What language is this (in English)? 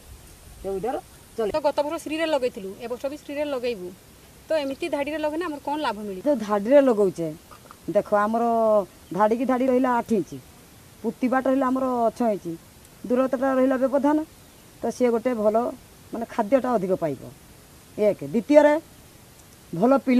Odia